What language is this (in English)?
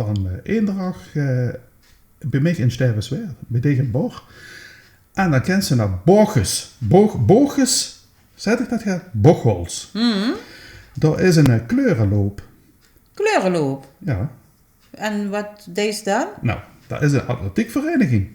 Limburgish